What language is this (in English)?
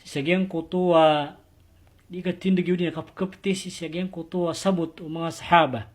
Maranao